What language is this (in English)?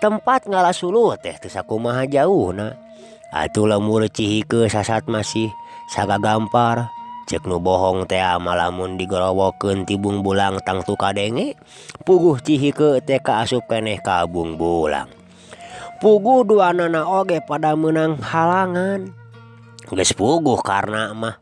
Sundanese